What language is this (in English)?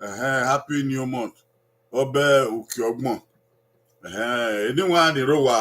Bini